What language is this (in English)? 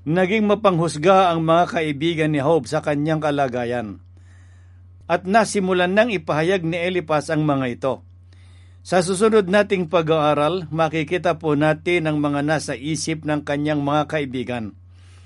Filipino